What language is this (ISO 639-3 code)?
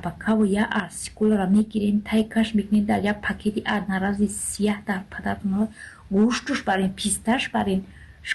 tgk